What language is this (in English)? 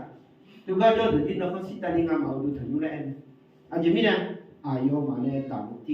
Akha